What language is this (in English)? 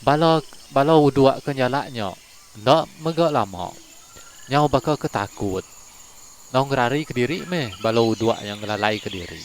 Iban